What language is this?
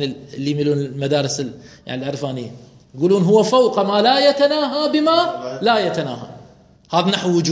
Mesopotamian Arabic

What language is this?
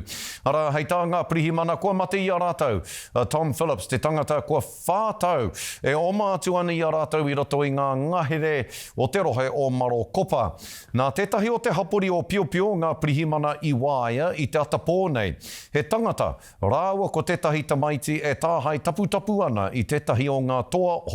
Māori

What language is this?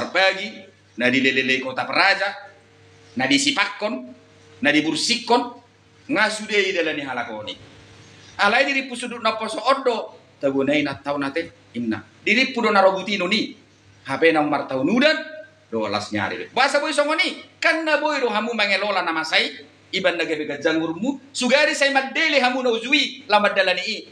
Batak Toba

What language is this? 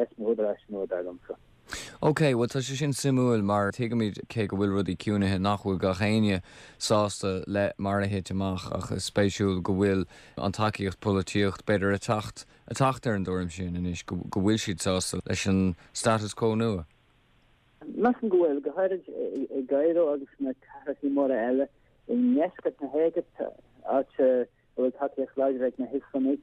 Irish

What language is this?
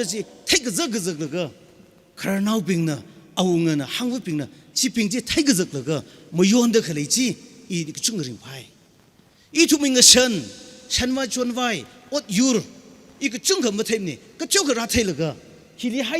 Tangkhul Naga (India)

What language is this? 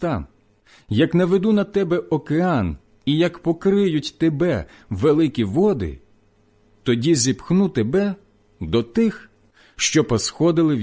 Ukrainian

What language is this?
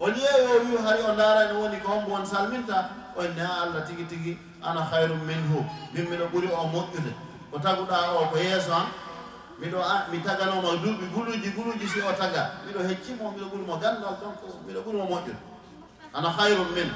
Fula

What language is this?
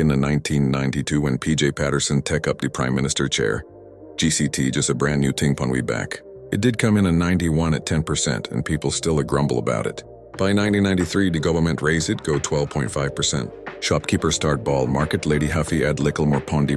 Jamaican Creole English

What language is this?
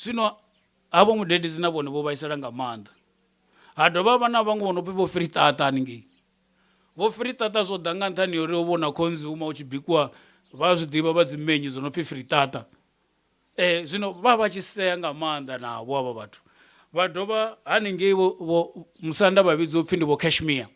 Venda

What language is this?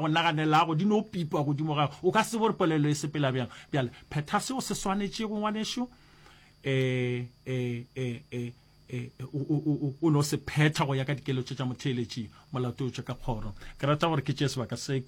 Northern Sotho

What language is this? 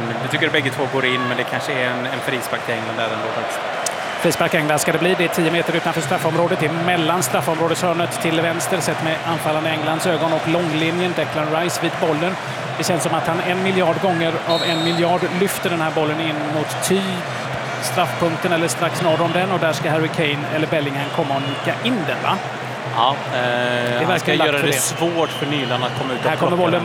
Swedish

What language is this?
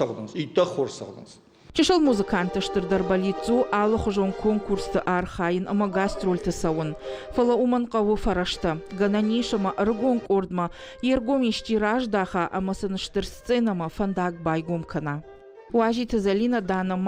Ossetic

